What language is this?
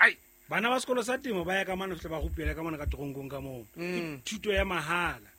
Southern Sotho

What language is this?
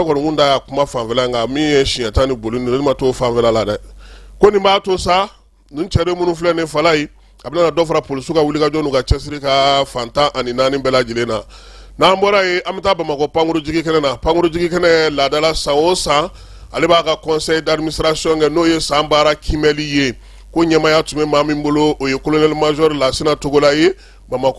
Bambara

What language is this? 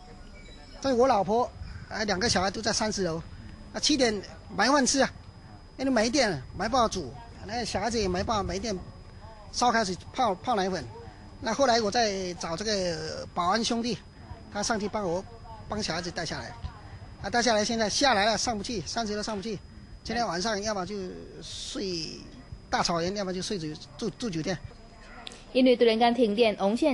Min Nan Chinese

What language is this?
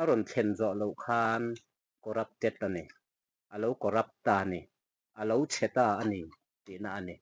Mizo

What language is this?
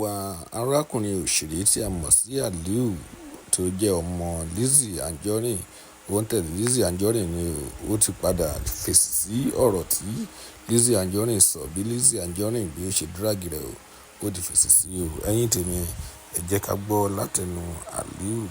Yoruba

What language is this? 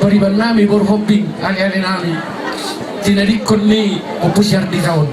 Batak Toba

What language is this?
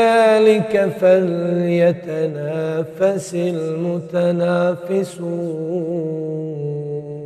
Bosnian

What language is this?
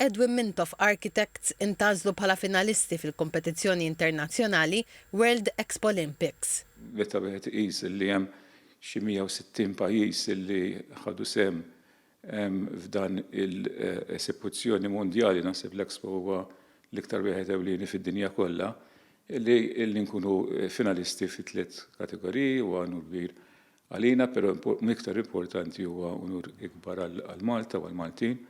Maltese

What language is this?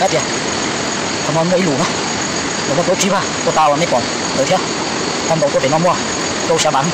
Hmong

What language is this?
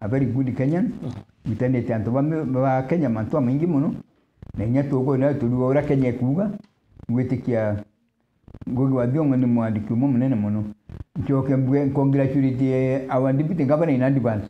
Meru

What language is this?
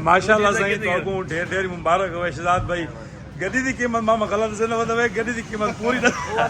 Saraiki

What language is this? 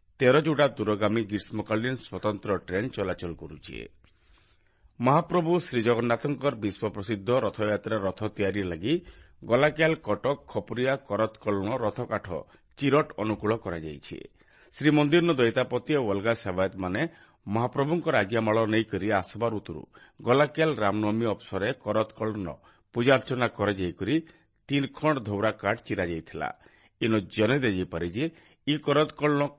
Odia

